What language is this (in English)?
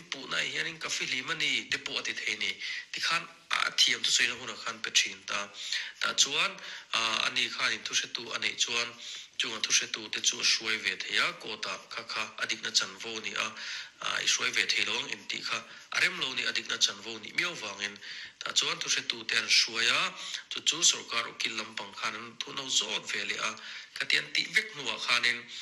Mizo